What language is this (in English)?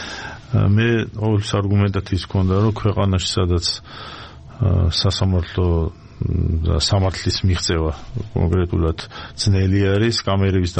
Georgian